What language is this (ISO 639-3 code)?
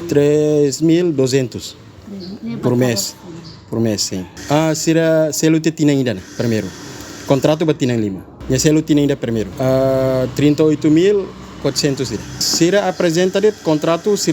tet